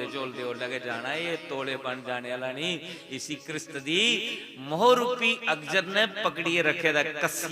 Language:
Dogri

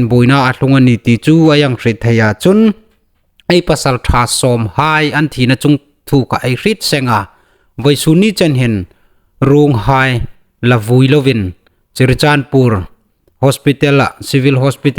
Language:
Hmar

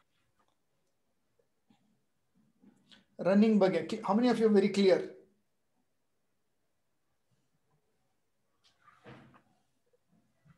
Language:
Kannada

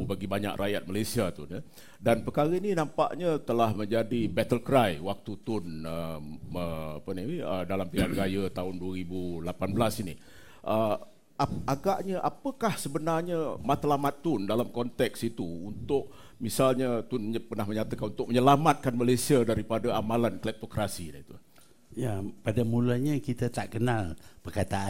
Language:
Malay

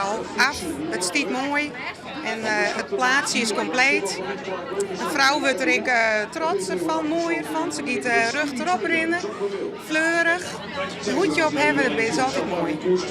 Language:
Western Frisian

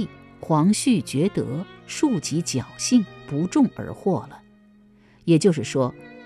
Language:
Chinese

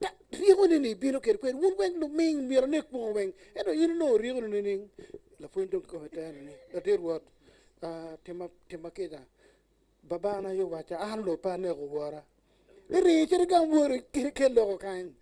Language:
Acoli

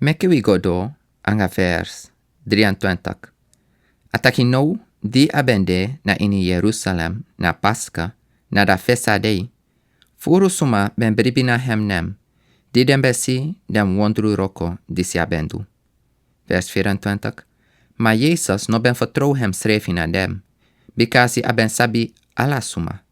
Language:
Sranan Tongo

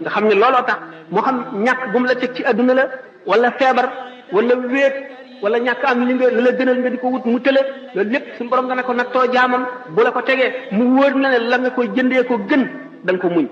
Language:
Wolof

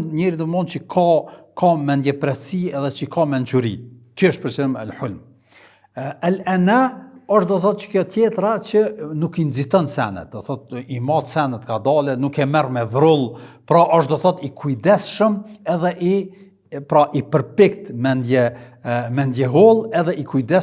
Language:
Albanian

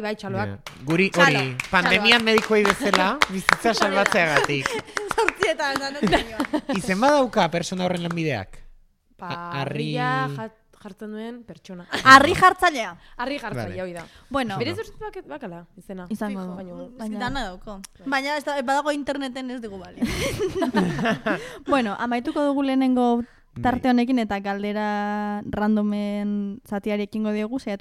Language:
Basque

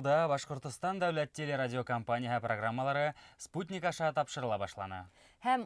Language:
Bashkir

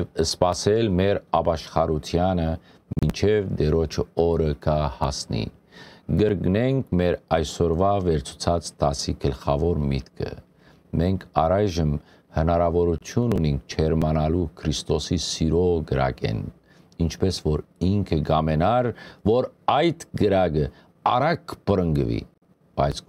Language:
Western Armenian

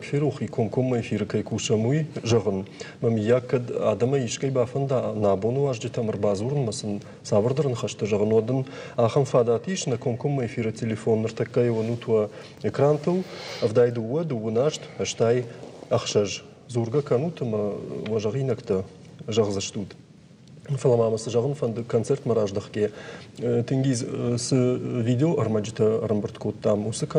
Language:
Ossetic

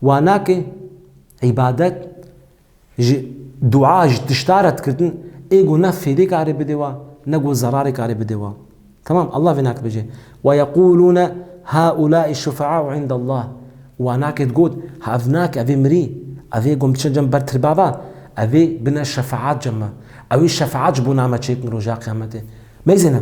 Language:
Kurdish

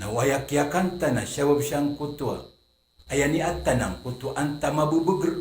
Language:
Maranao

